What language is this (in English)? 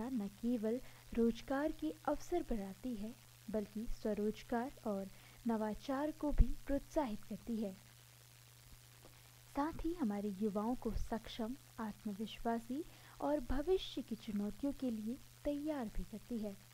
Hindi